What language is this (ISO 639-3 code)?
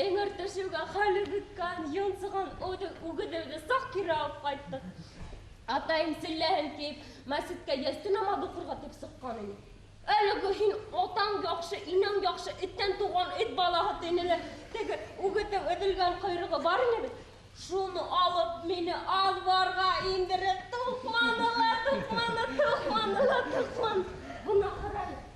bak